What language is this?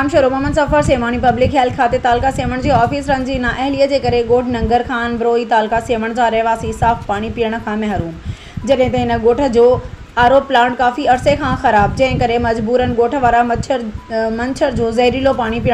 Sindhi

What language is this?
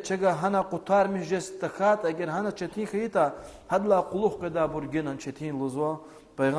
Lezghian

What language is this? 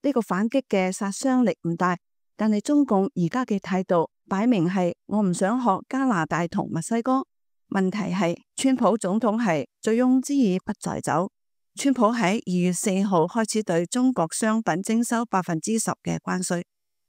Cantonese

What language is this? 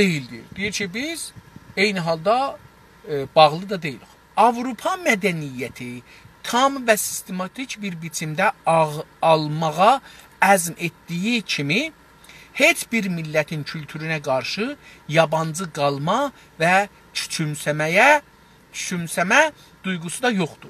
South Azerbaijani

